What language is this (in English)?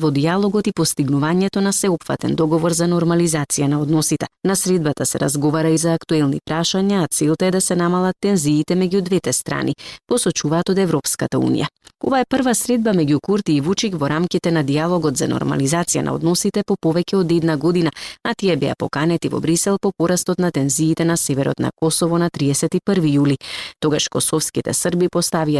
Macedonian